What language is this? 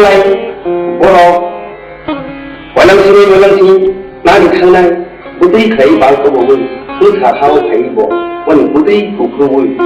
Kok Borok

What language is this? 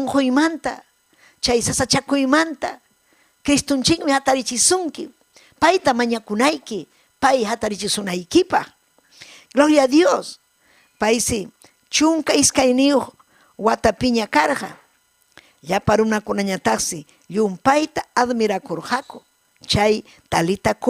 Ayacucho Quechua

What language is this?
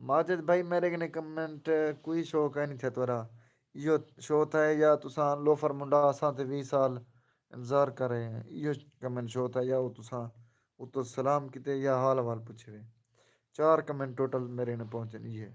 Saraiki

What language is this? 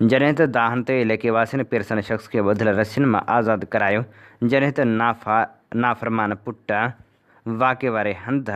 Sindhi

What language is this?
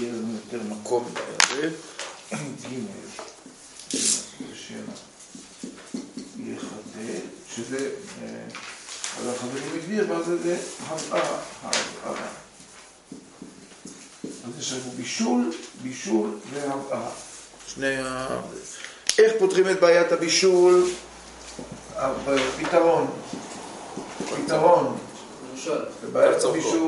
Hebrew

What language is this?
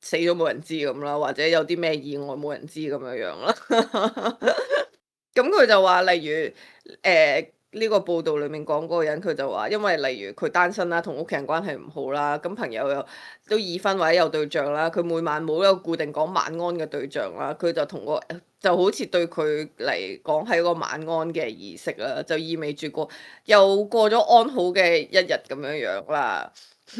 Cantonese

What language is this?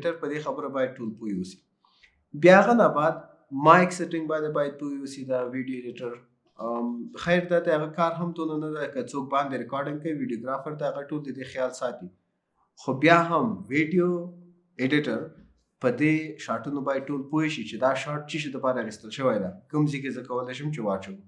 Pashto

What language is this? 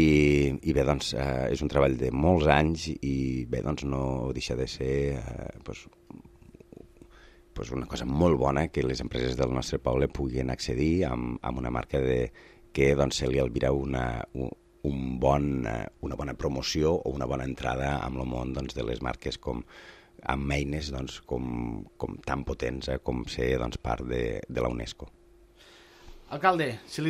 Catalan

